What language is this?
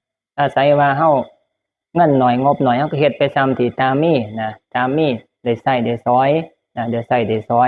Northeastern Thai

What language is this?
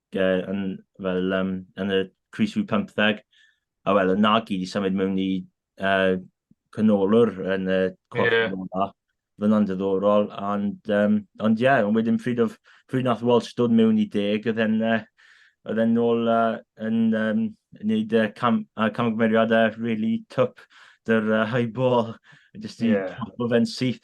Welsh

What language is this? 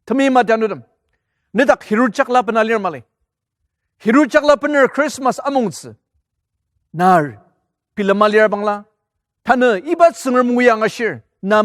Ao Naga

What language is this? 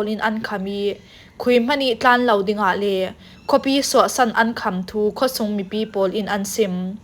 Falam Chin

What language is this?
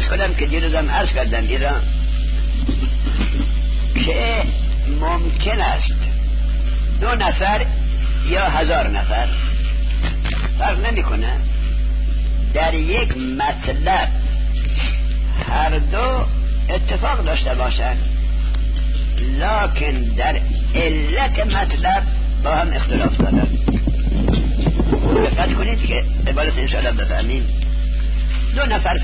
Persian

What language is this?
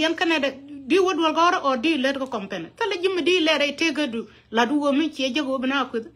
Nuer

